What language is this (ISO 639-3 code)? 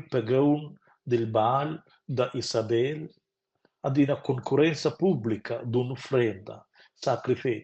roh